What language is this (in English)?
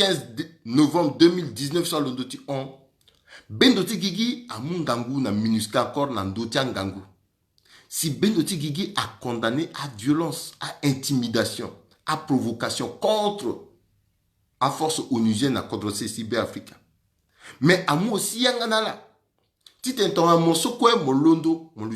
Sango